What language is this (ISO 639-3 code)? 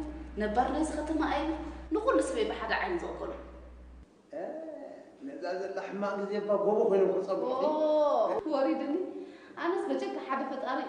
tir